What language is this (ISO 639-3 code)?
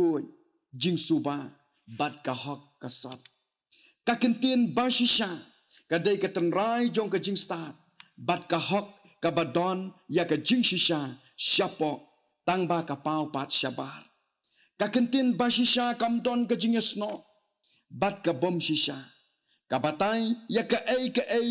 kha